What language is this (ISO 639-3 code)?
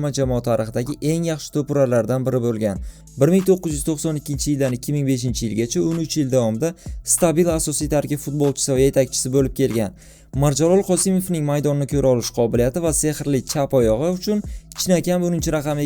uzb